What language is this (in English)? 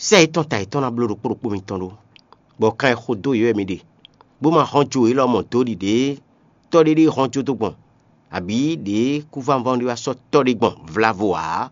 Fon